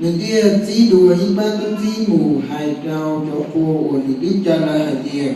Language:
Hmong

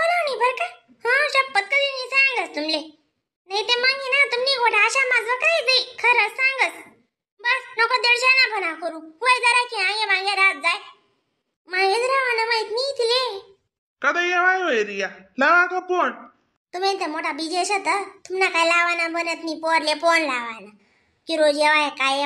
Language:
Khandesi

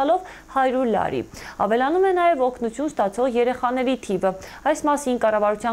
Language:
Armenian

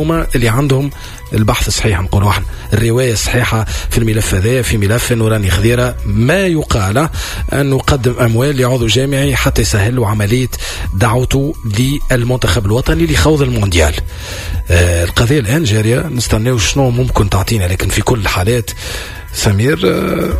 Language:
Tunisian Arabic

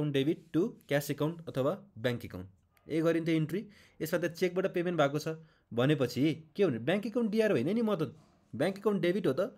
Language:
Nepali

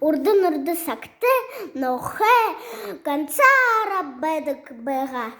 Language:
Buriat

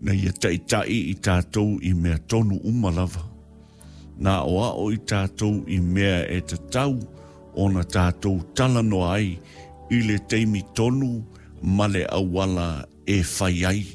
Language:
Samoan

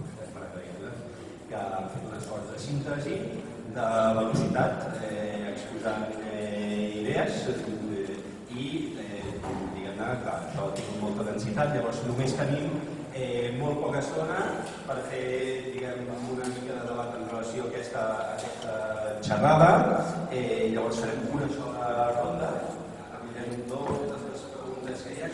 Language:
Catalan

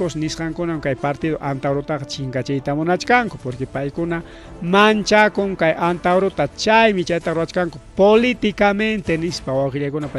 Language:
Ayacucho Quechua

